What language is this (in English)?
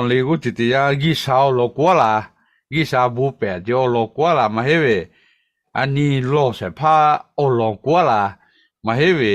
Lahu